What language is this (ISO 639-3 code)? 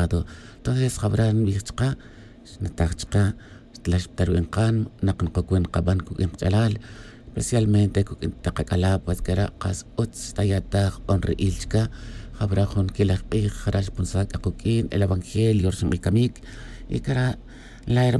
tzj